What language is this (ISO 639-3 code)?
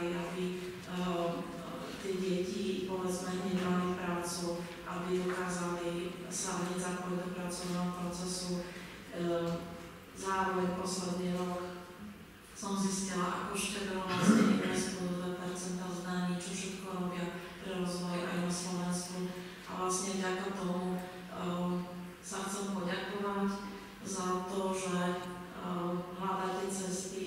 slk